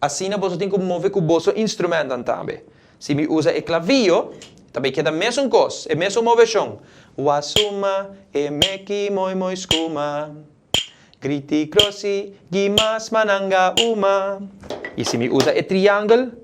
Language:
Papiamento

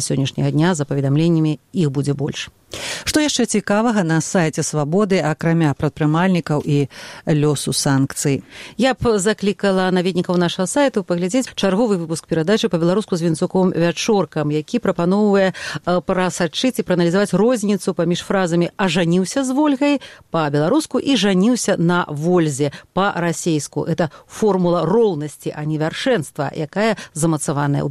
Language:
Belarusian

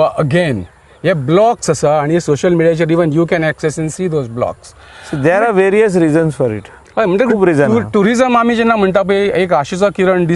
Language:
Konkani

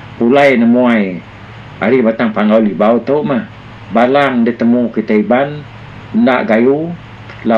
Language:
Iban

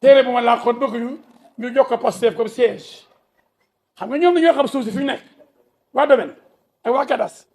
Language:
Wolof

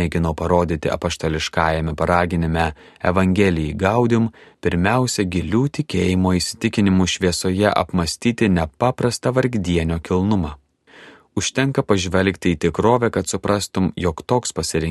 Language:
Lithuanian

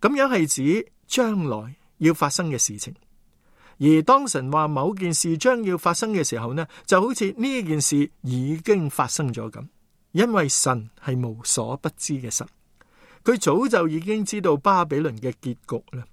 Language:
Cantonese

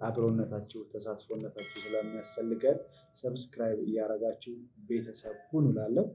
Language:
Amharic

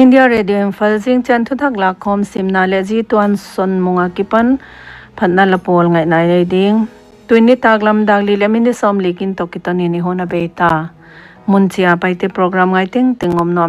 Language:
Paite Chin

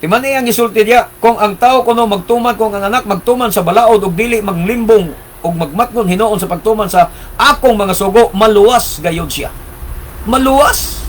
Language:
Cebuano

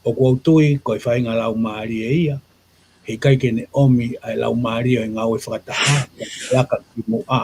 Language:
Tongan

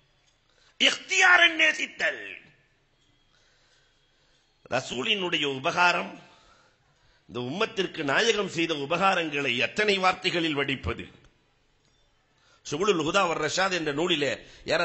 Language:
Tamil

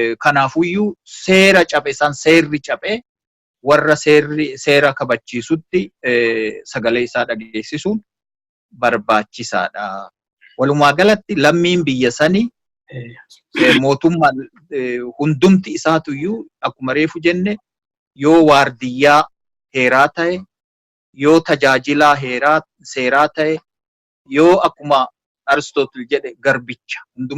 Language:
Oromo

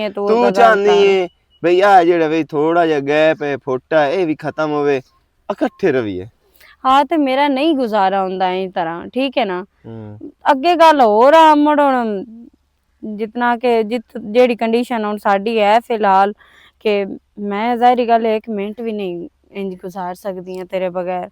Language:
Western Panjabi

